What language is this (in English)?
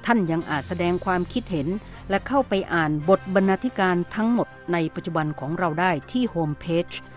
Thai